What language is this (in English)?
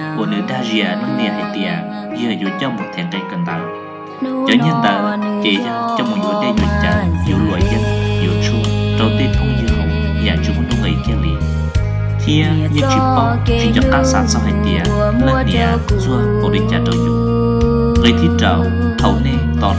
Hmong